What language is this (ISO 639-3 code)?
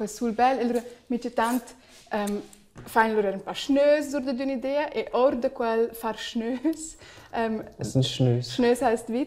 roh